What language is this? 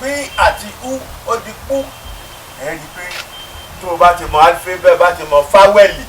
Yoruba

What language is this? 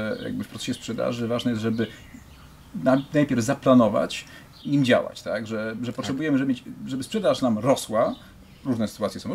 Polish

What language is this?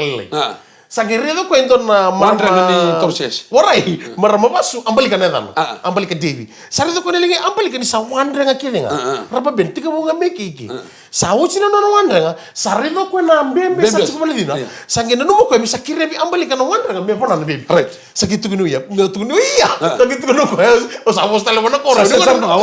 Fijian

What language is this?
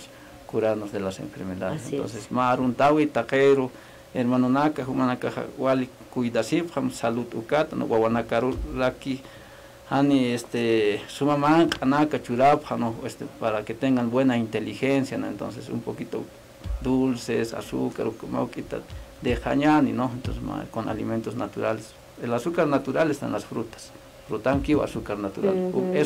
Aymara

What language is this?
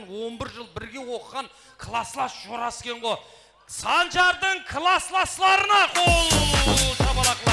Kara-Kalpak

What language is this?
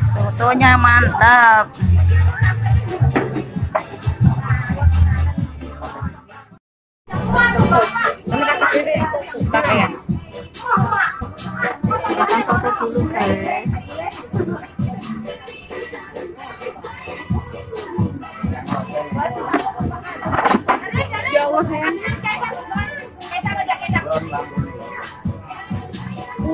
Indonesian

